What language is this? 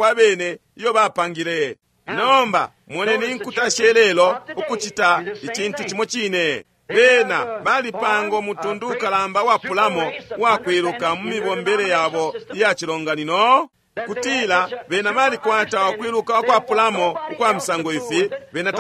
Bemba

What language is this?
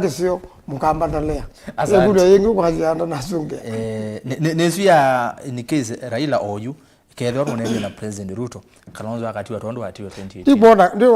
Kamba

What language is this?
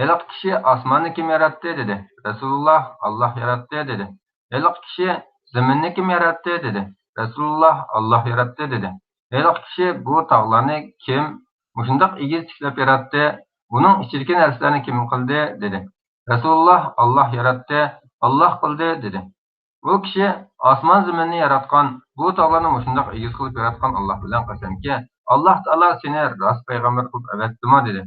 Uyghur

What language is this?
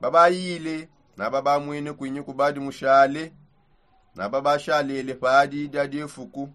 Songe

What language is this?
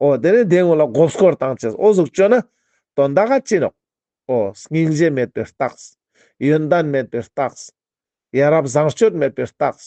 Ladakhi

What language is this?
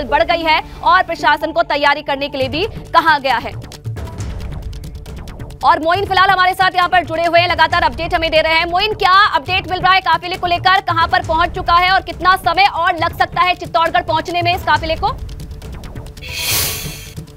Hindi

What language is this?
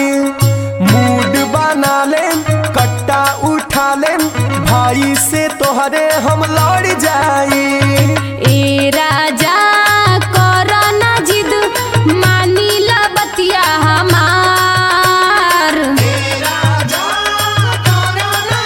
Bhojpuri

